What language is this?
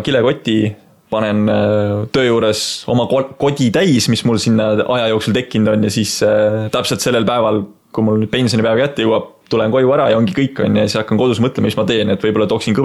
Estonian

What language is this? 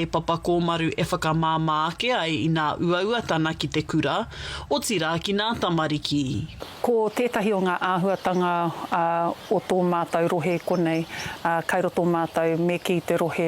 Māori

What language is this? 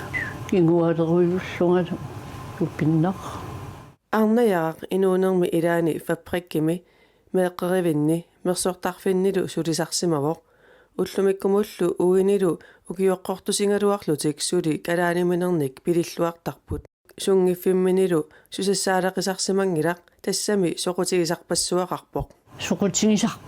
Kalaallisut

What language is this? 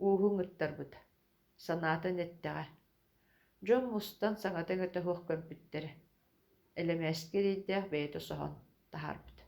Yakut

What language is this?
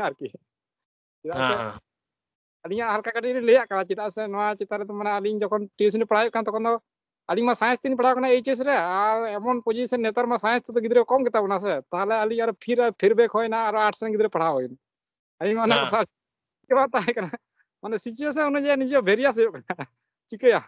Santali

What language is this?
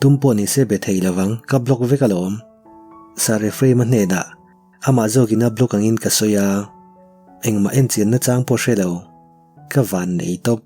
Mizo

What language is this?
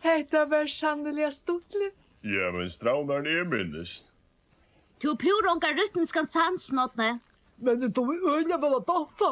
Faroese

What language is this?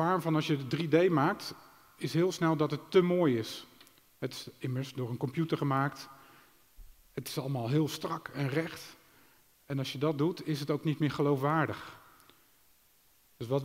Dutch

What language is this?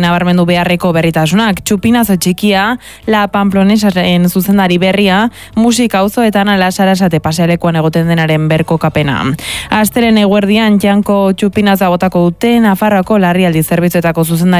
Basque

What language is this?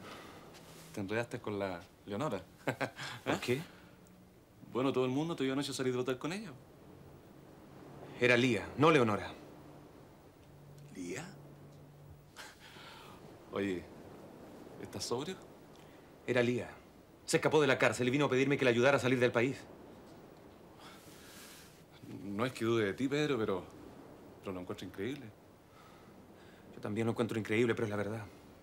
Spanish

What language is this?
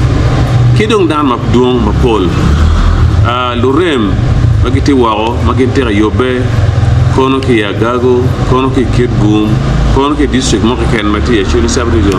Acoli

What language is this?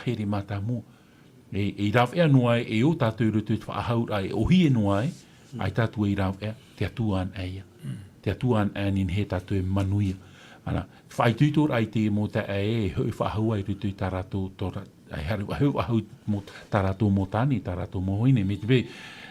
Tahitian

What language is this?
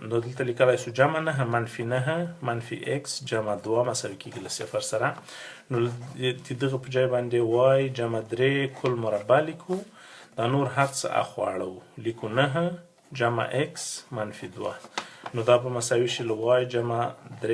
Pashto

